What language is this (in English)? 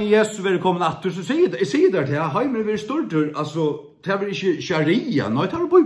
Faroese